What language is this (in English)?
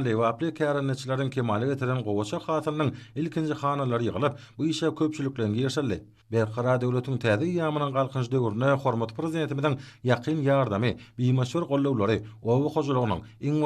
Turkmen